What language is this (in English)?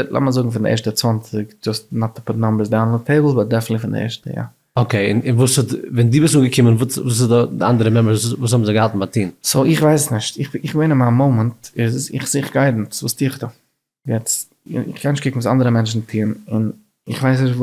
Yiddish